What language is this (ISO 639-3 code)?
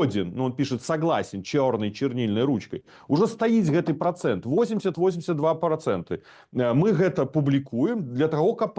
bel